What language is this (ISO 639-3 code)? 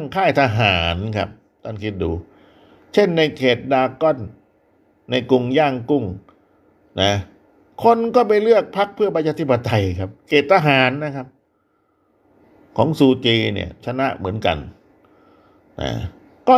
tha